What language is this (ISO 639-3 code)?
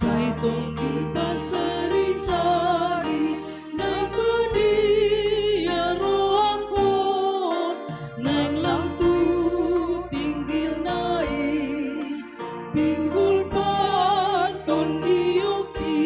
bbc